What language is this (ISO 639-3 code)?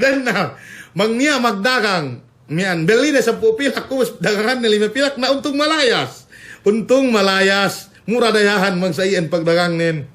yka